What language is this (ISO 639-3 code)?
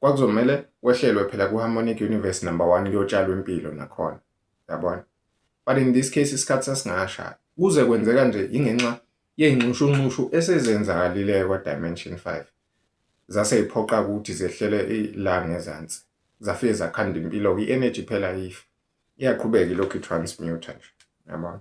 zul